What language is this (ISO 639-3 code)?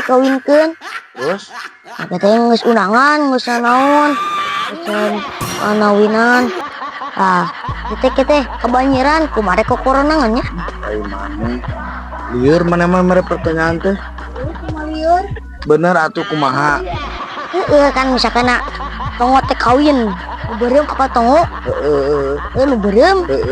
sun